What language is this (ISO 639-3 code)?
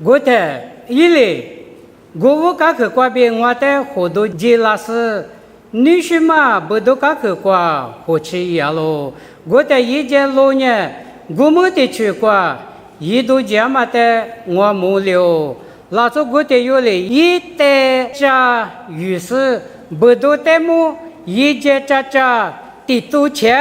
lis